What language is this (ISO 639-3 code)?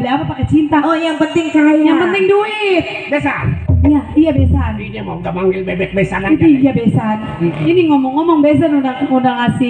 bew